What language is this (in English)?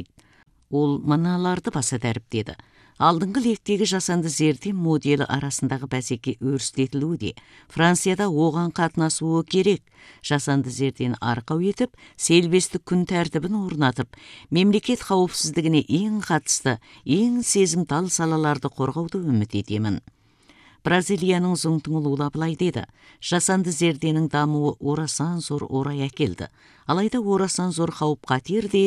Kazakh